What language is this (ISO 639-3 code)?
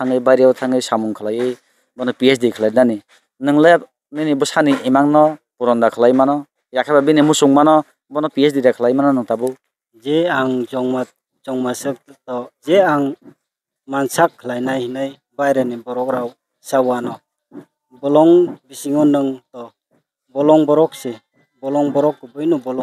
trp